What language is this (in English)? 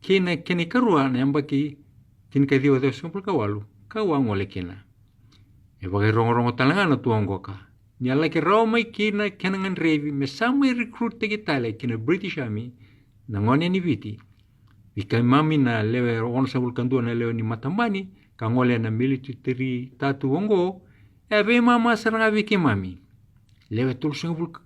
Fijian